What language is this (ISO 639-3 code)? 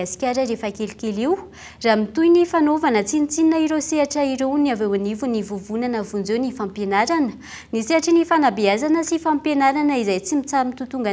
mlg